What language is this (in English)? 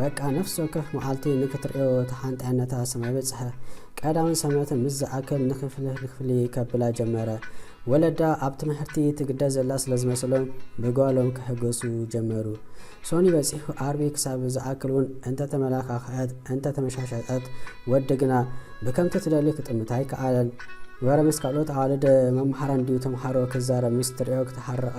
Tigrinya